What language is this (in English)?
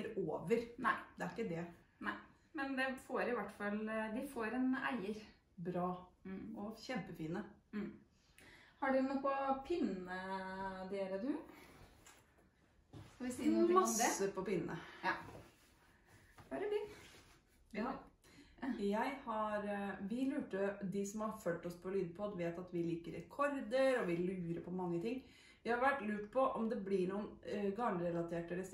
Norwegian